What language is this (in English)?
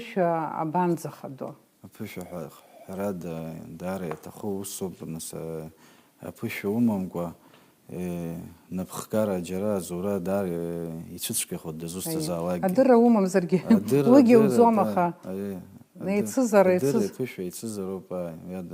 Abkhazian